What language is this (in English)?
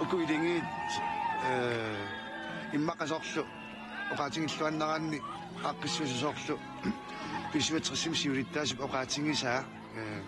Kalaallisut